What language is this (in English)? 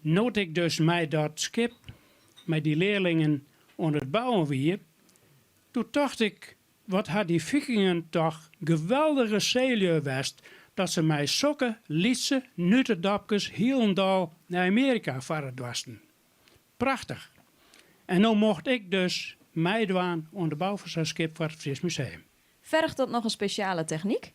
Western Frisian